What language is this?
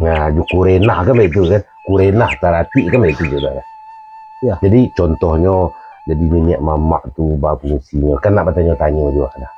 Minangkabau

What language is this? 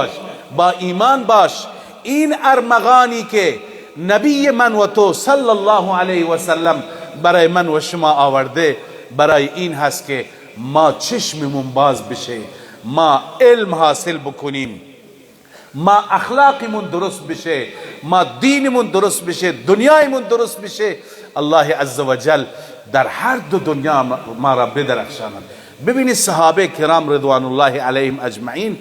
Persian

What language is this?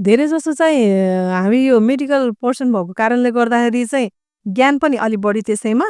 Nepali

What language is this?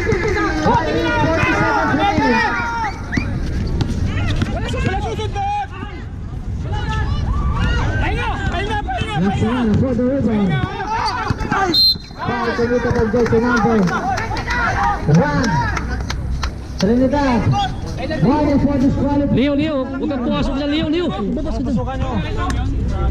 Filipino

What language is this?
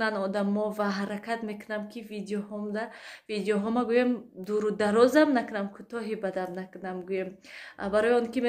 Tajik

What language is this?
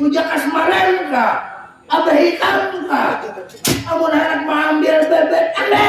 Banjar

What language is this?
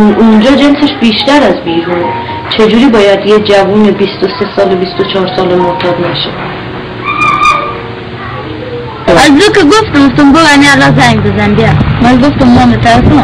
Persian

